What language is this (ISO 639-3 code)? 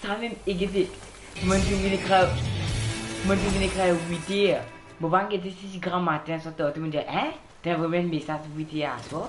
mfe